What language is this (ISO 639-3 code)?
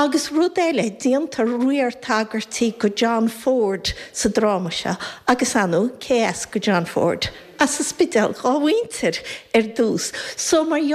gle